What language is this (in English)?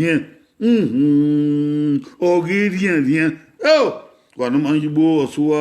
Bini